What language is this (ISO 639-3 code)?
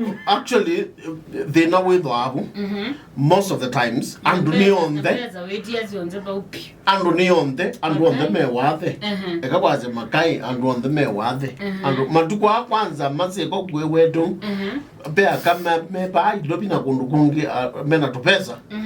kam